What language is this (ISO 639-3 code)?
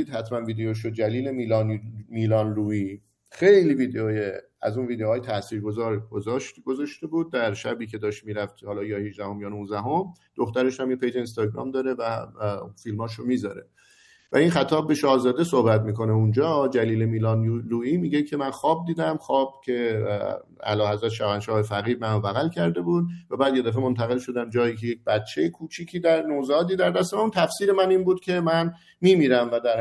fas